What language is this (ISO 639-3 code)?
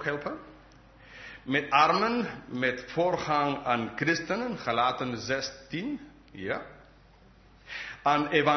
nld